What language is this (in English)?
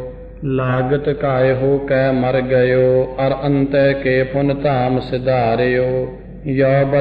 Punjabi